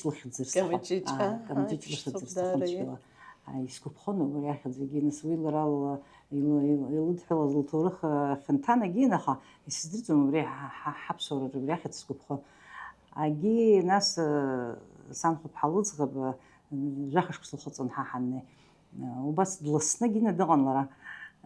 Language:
Abkhazian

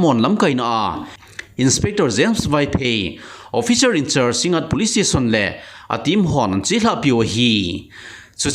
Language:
Thado Chin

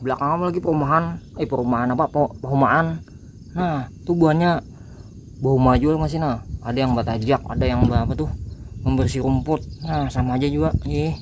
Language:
Banjar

